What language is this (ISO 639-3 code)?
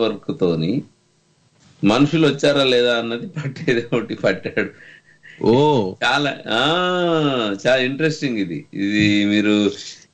tel